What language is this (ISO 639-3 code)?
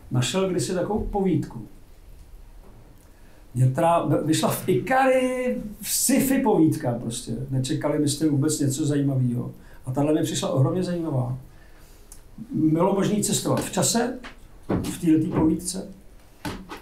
ces